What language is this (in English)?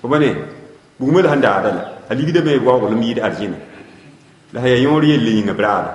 Mossi